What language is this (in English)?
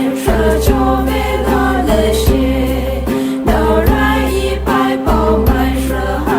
Poumei Naga